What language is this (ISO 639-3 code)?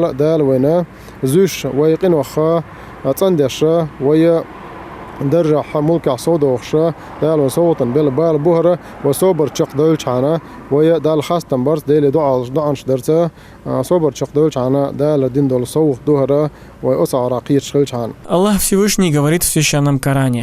che